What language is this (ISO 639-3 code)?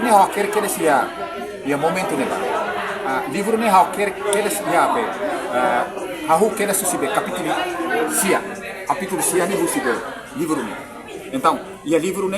tet